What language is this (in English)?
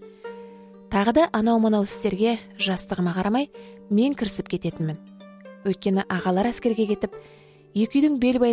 Kazakh